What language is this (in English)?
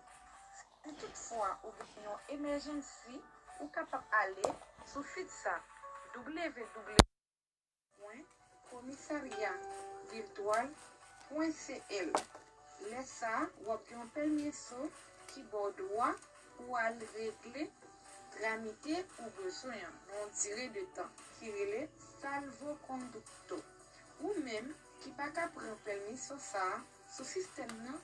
Haitian Creole